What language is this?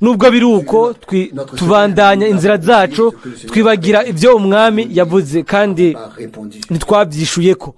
Rundi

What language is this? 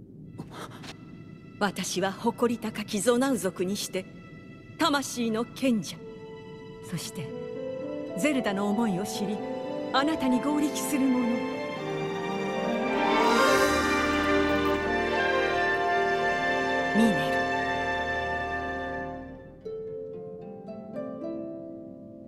Japanese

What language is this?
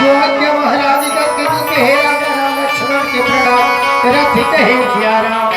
Chhattisgarhi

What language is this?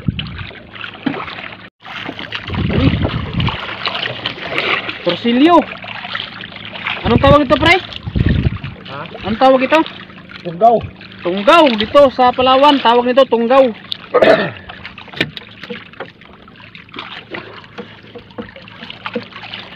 Filipino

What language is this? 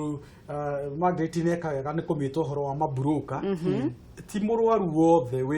Kikuyu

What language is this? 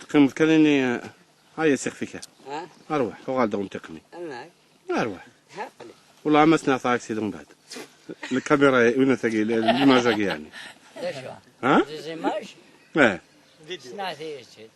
Kabyle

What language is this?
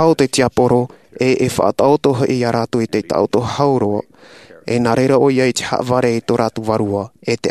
Tahitian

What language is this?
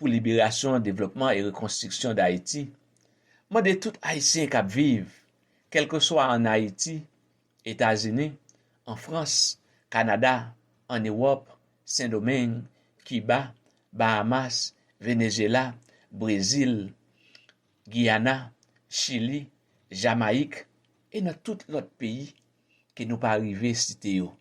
Haitian Creole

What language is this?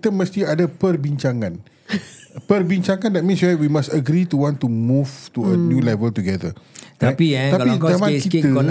Malay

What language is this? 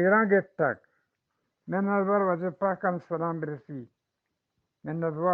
Eastern Balochi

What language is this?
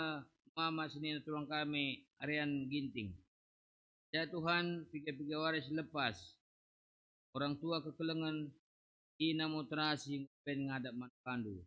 Batak Karo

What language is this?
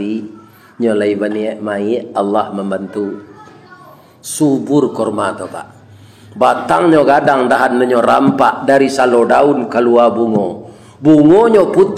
Minangkabau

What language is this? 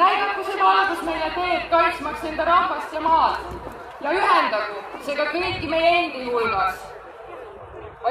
Estonian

